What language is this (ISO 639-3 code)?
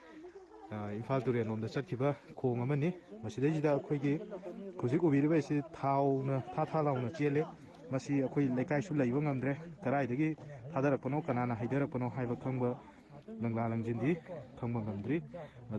mni